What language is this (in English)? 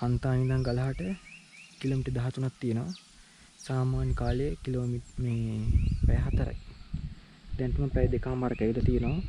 Sinhala